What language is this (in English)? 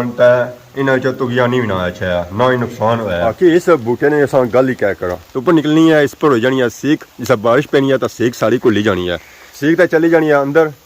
Pahari-Potwari